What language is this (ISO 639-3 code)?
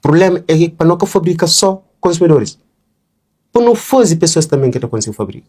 kea